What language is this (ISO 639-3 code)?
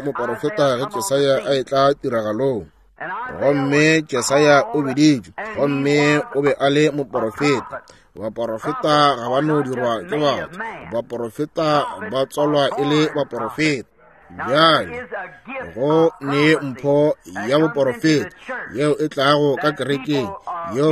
nso